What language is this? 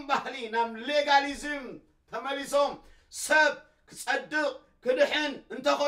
Tigrinya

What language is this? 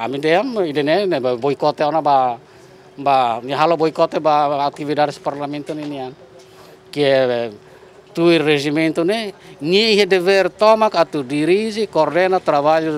Tetum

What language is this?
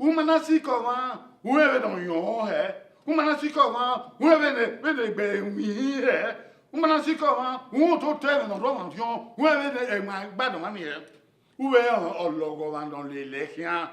Bini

